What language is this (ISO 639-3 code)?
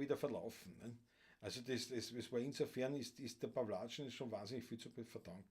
bar